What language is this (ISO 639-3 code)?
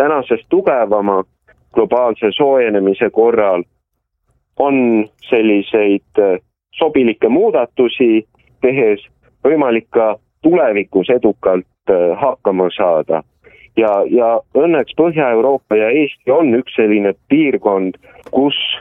est